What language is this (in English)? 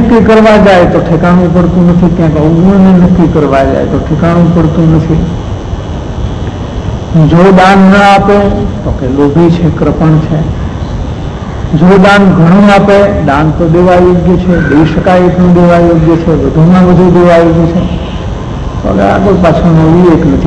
Gujarati